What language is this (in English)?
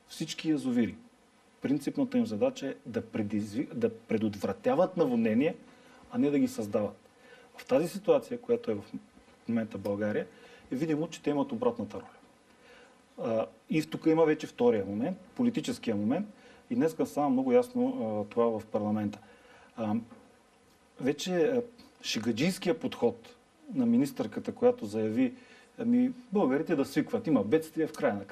Bulgarian